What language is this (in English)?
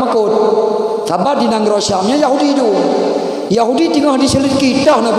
Achinese